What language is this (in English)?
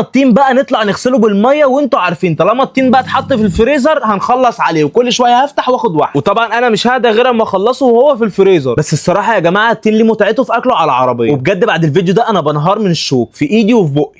Egyptian Arabic